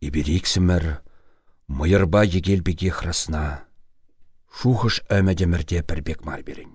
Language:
Chuvash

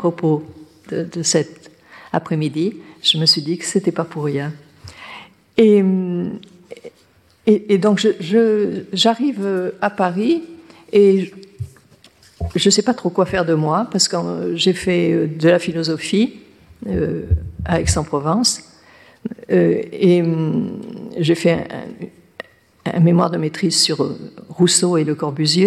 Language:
French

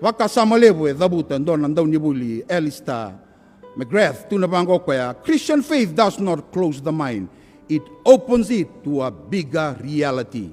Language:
Fijian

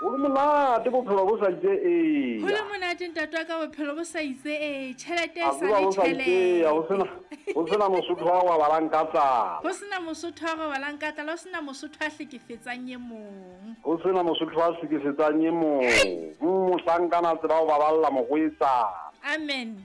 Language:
Southern Sotho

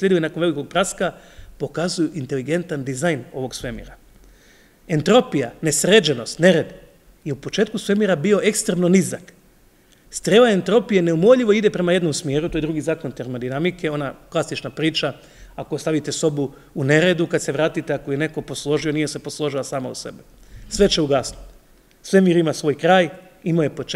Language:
Croatian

